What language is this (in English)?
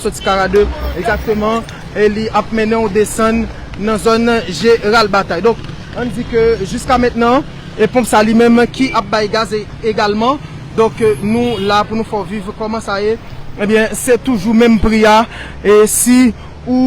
Haitian Creole